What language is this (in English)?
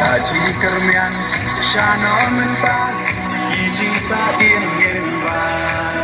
Khasi